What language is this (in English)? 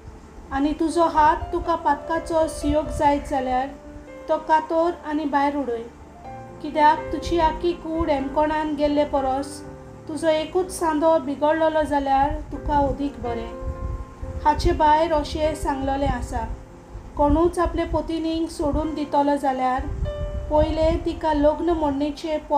Konkani